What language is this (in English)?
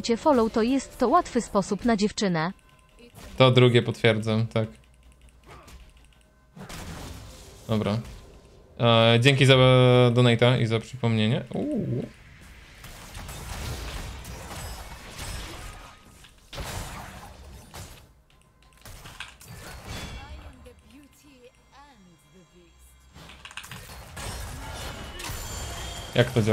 Polish